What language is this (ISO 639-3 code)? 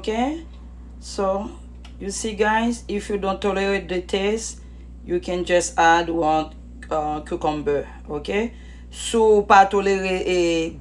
hat